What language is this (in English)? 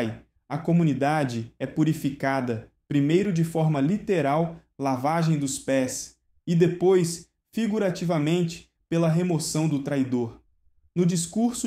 Portuguese